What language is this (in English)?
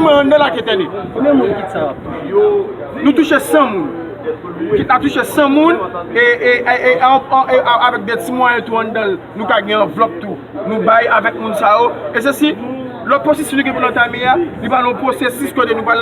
Haitian Creole